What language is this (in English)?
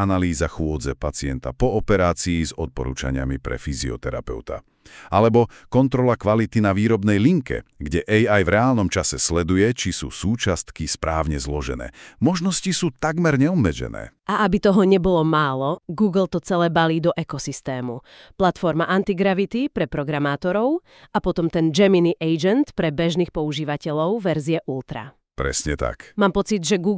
Slovak